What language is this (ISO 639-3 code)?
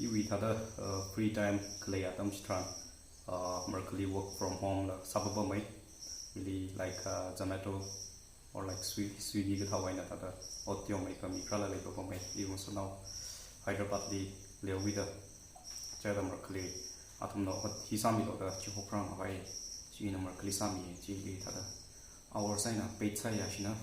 nmf